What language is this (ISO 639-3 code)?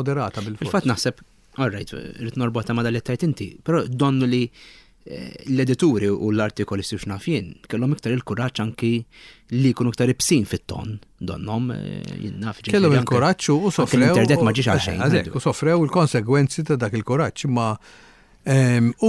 mlt